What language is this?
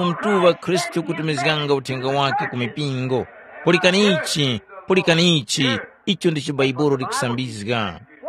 Tumbuka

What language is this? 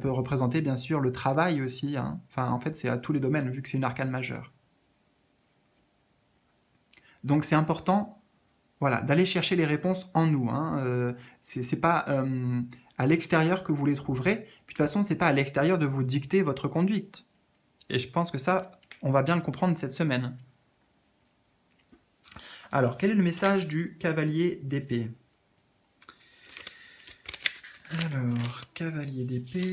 French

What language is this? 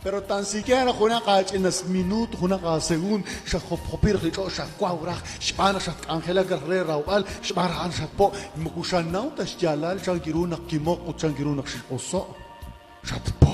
Kekchí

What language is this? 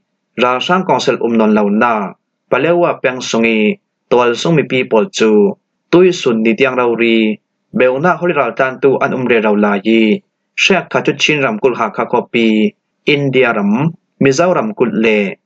Falam Chin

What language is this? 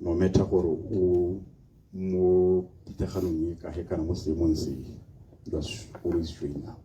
Tswana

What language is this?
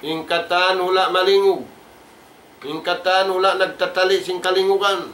Tausug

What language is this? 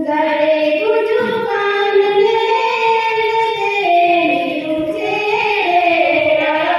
Santali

